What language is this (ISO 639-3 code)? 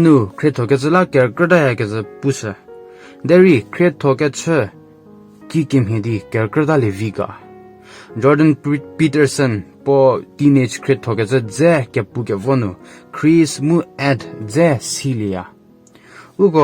njm